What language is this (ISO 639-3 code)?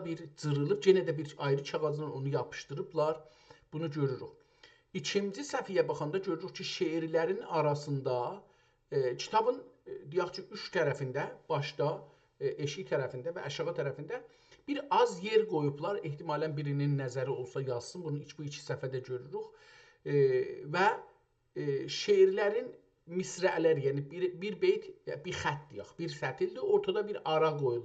azb